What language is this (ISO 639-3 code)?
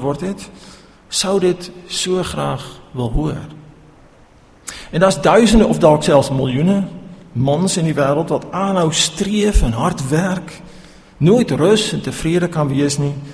afr